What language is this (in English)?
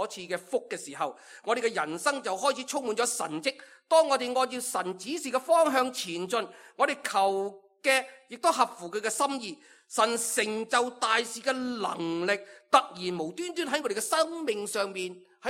Cantonese